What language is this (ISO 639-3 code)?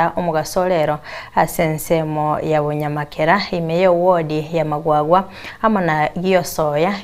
guz